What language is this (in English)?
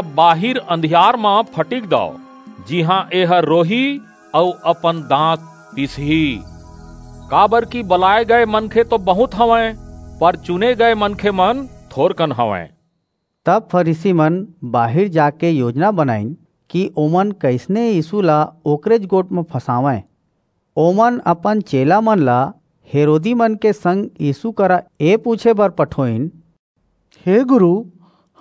Chhattisgarhi